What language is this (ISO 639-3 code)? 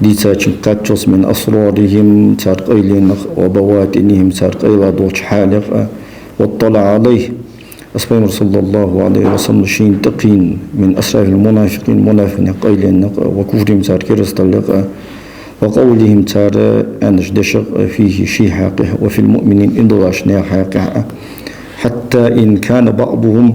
inh